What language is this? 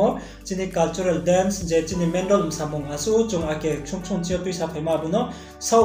Riang (India)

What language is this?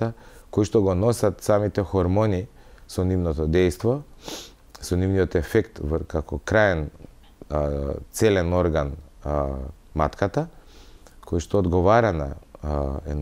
Macedonian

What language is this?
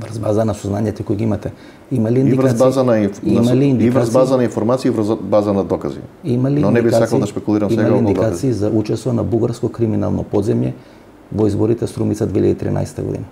Macedonian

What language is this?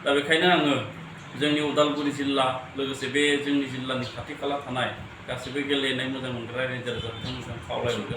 Bodo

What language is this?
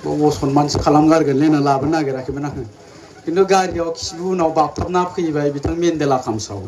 Bodo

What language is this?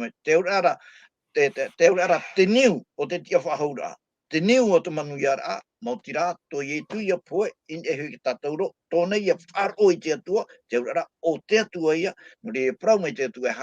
Tahitian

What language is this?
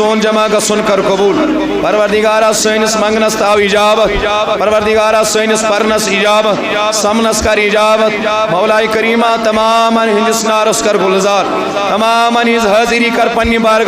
Kashmiri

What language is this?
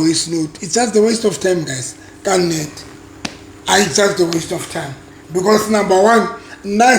Southern Sotho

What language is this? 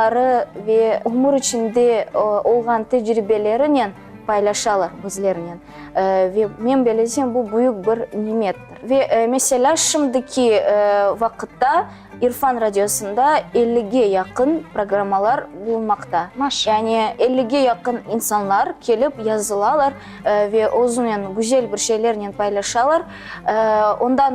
Crimean Tatar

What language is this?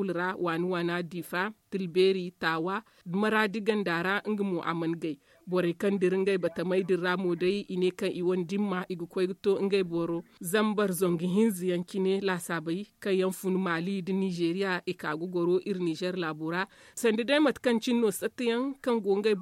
Zarma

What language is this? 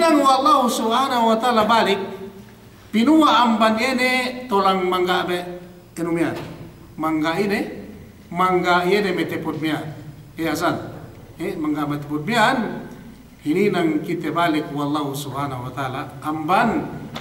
Yakan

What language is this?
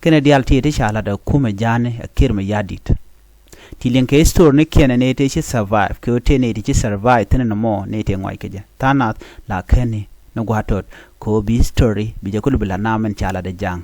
Nuer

